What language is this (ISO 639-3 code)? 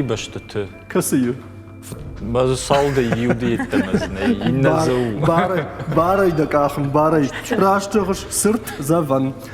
oss